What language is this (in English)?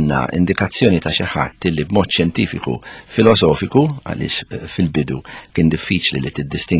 Maltese